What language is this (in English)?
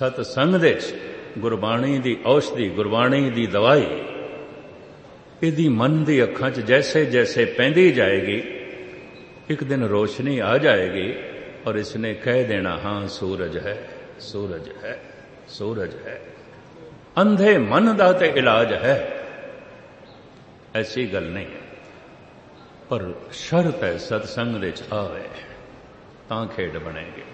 Punjabi